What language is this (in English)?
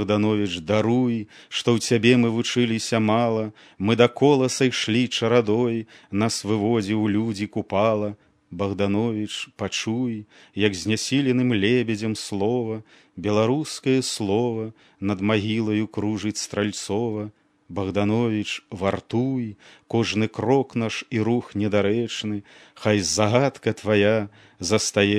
Belarusian